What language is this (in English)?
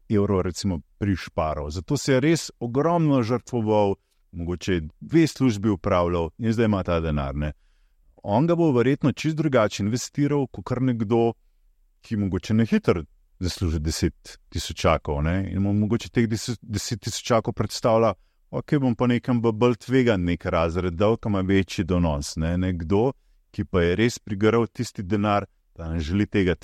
Slovenian